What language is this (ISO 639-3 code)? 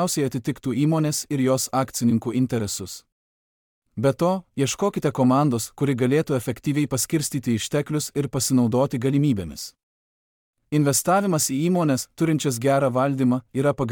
lit